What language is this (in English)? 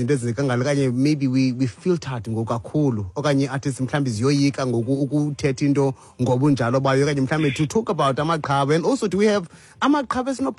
Xhosa